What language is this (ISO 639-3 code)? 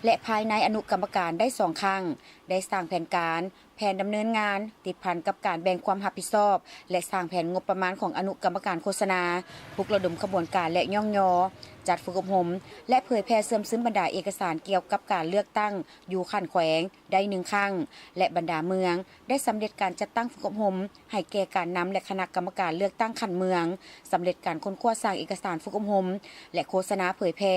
lao